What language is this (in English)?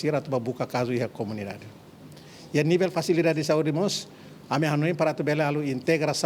Tetum